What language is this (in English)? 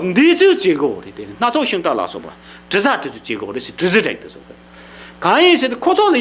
Tibetan